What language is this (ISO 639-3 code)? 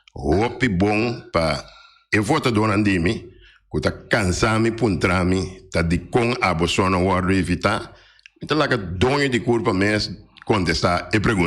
pap